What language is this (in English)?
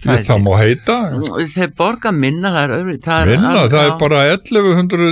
Icelandic